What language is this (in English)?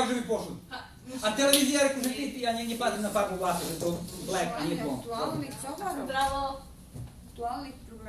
Rusyn